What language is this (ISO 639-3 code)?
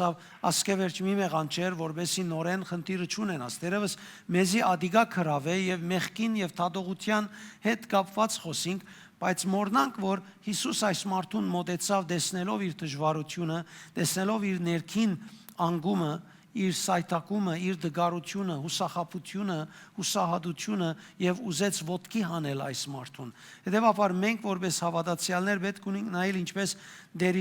hyw